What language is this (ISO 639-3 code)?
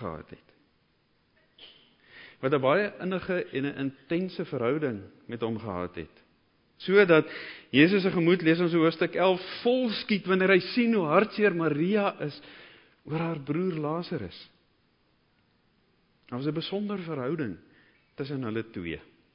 afr